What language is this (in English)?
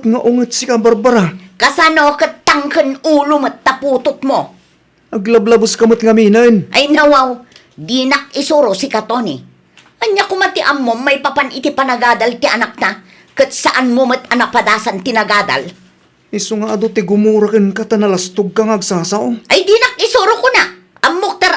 Iloko